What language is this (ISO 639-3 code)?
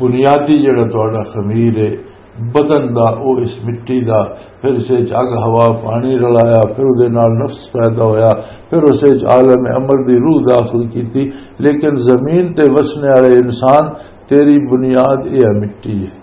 lah